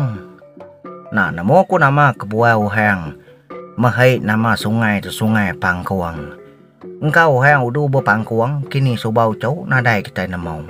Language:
Iban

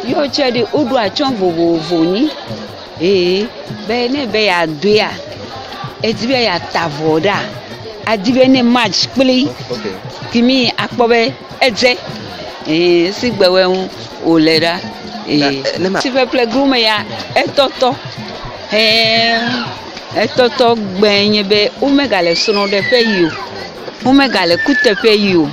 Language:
Ewe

